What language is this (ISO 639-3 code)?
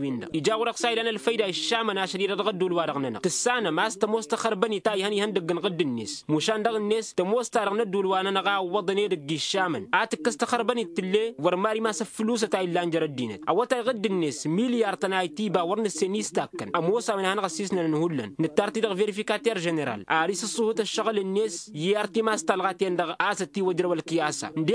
taq